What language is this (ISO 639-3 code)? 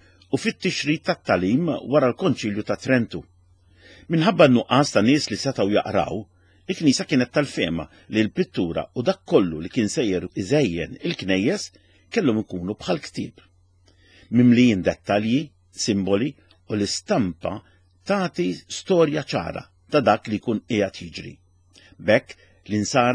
mlt